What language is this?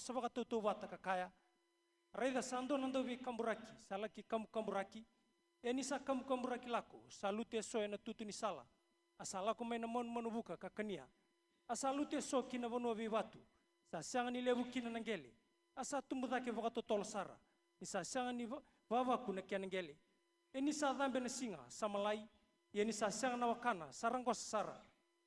Fijian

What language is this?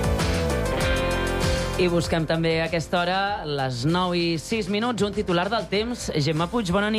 Catalan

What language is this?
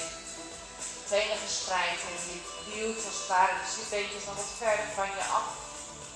Dutch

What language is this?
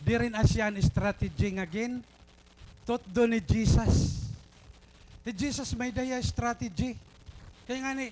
Waray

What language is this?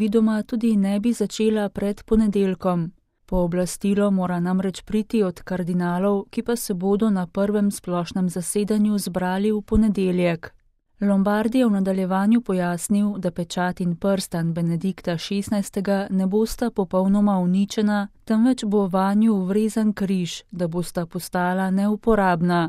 Slovenian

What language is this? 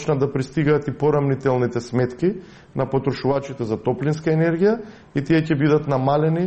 Macedonian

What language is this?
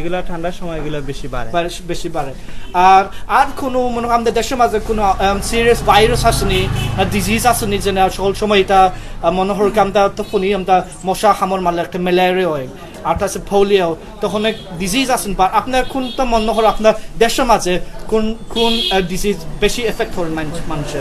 Sylheti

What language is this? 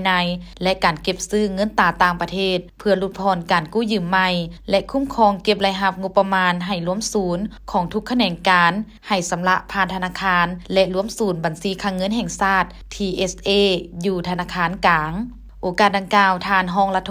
Lao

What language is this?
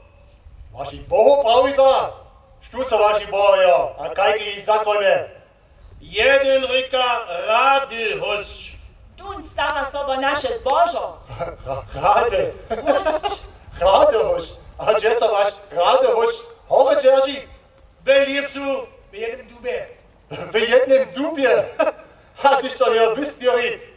Upper Sorbian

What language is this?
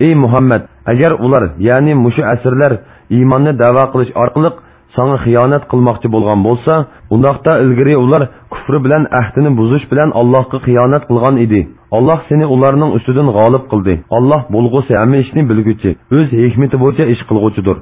Uyghur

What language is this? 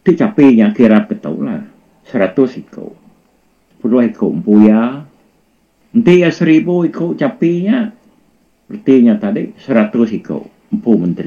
Iban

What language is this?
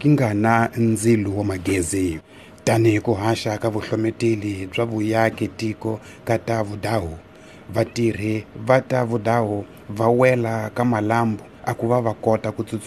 Tsonga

